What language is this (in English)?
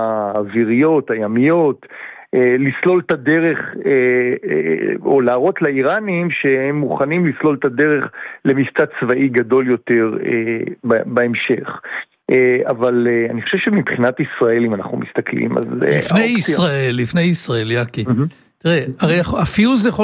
Hebrew